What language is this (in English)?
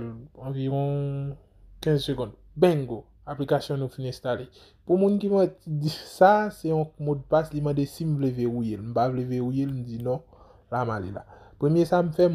Haitian Creole